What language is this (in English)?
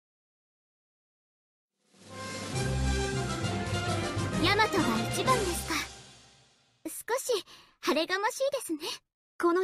Japanese